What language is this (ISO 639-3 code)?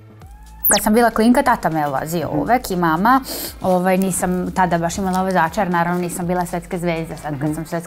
srp